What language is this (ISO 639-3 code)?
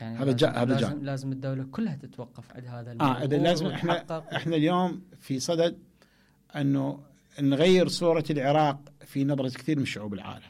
acm